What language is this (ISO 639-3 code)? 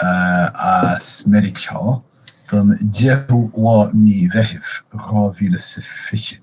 gle